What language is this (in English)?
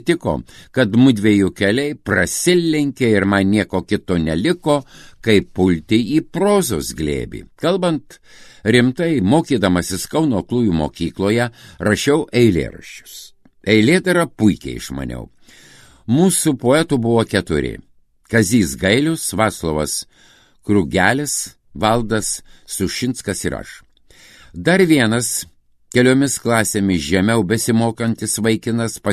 Lithuanian